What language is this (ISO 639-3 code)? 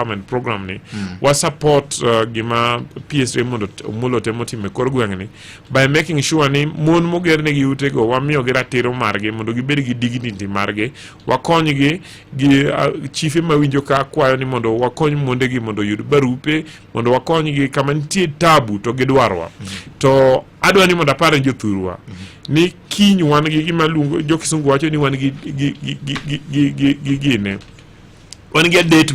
luo